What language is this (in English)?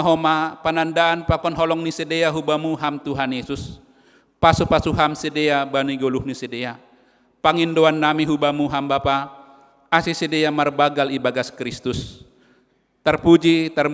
Batak Simalungun